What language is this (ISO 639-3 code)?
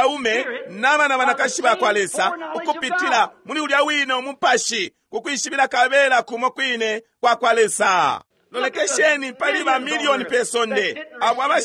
bem